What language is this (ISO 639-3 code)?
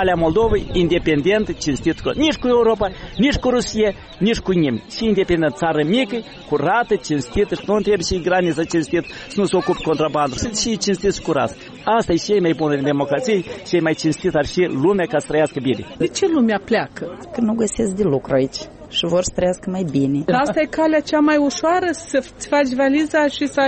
ron